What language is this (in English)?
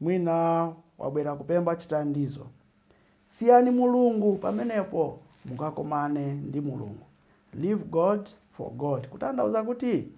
Nyanja